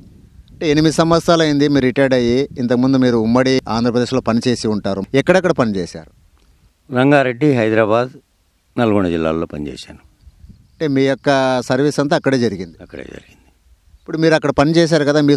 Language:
Telugu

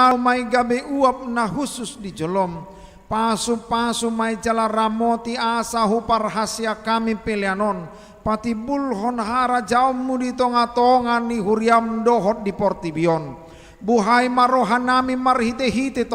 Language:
Batak Toba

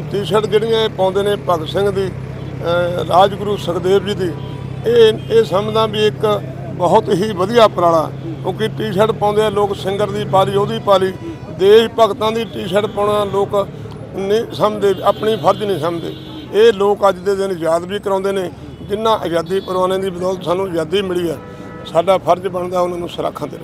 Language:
Punjabi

